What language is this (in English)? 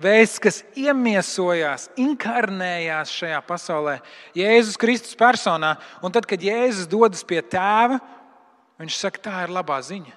Latvian